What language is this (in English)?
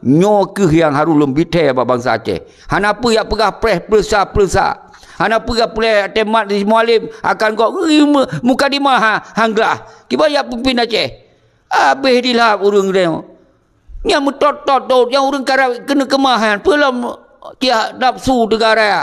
Achinese